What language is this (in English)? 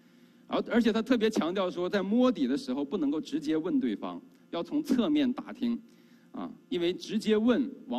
Chinese